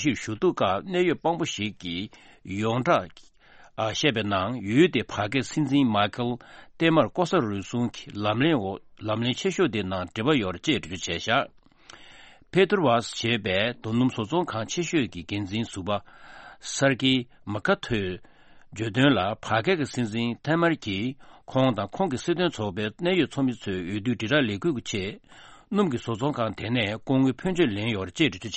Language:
Tibetan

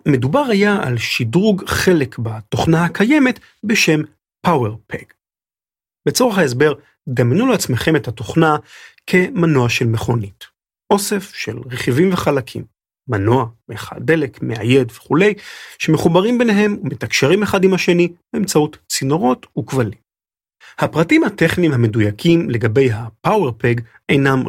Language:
Hebrew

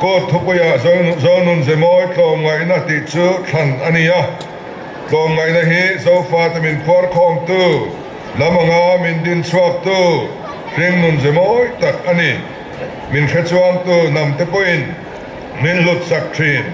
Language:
Mizo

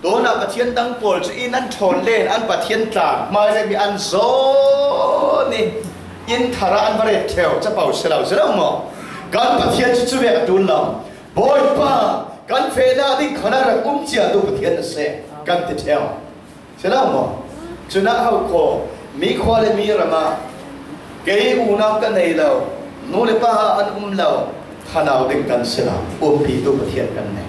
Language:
Falam Chin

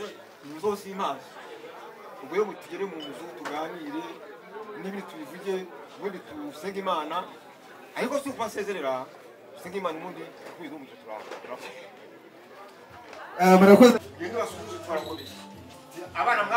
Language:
Kinyarwanda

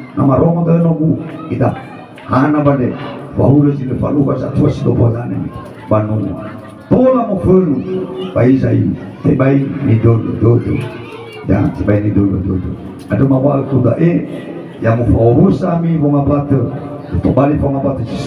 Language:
Nias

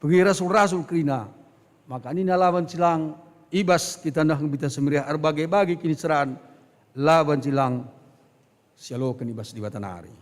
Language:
Batak Karo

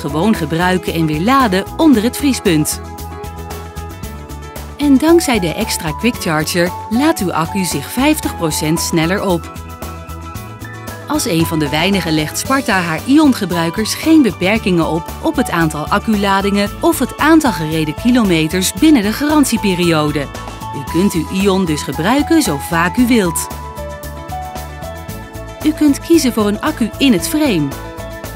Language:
Dutch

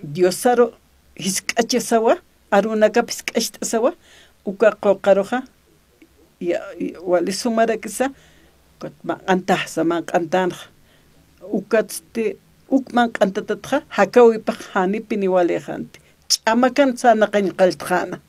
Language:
Aymara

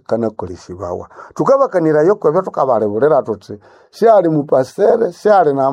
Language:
Nande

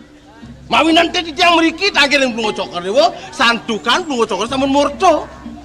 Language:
Balinese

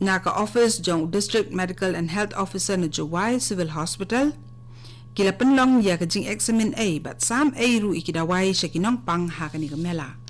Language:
Khasi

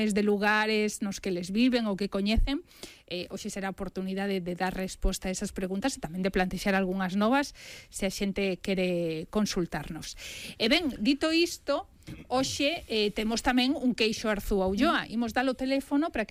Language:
Galician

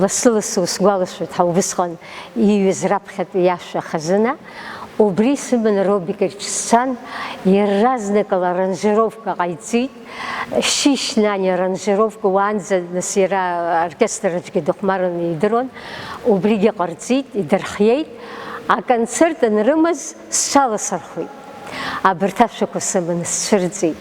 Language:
Abkhazian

